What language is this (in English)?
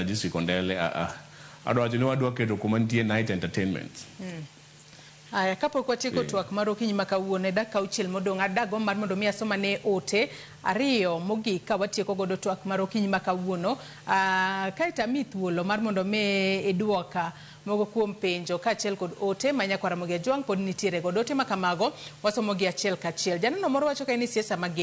Luo (Kenya and Tanzania)